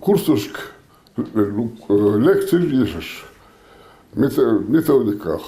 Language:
Ingush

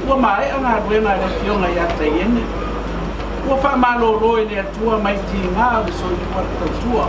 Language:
Samoan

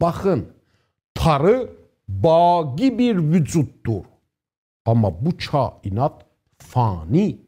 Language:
South Azerbaijani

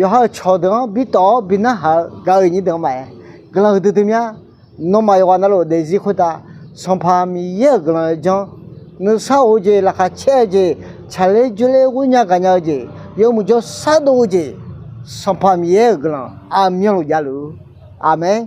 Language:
Akha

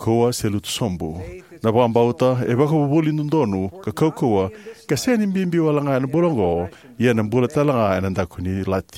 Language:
Fijian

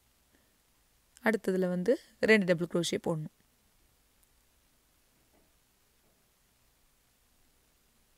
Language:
Tamil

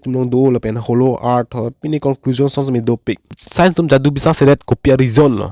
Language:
Karbi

